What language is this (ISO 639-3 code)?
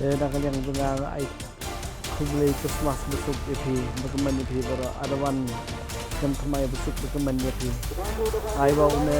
kha